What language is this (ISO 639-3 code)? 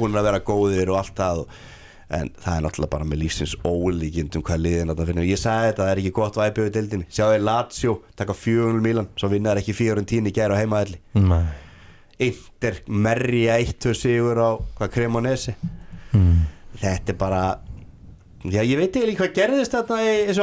isl